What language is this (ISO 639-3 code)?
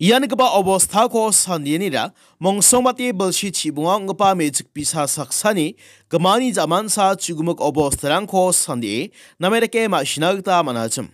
grt